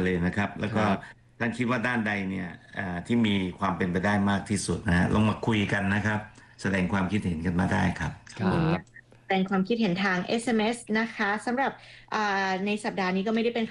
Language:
Thai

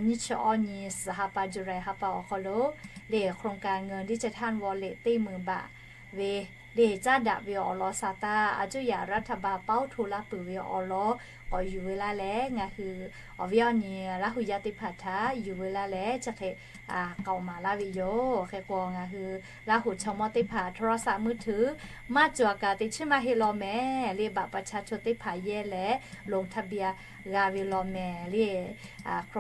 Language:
Lahu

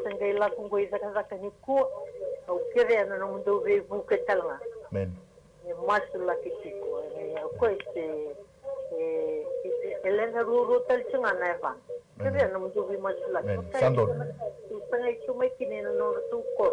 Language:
Fijian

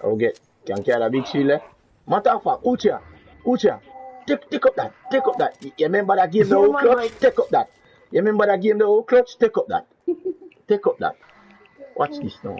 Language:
Jamaican Creole English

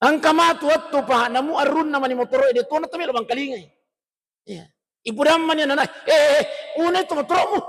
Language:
Buginese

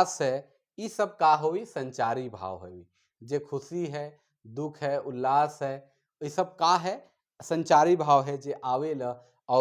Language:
Sadri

